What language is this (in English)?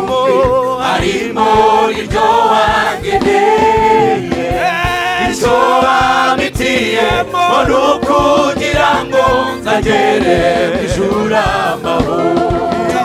Kinyarwanda